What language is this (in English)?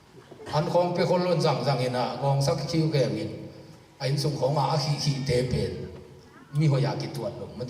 Tedim Chin